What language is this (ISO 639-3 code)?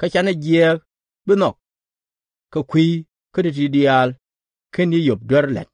nus